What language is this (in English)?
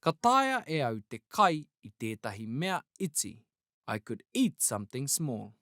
Māori